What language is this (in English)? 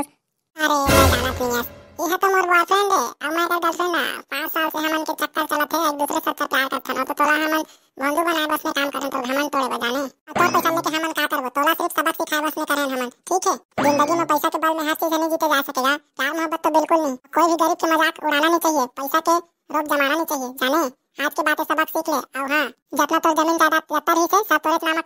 Chhattisgarhi